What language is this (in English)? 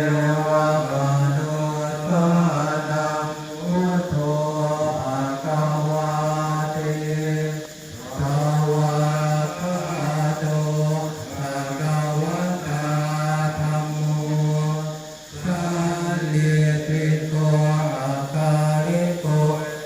Pali